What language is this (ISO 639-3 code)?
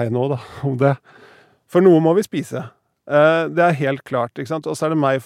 nor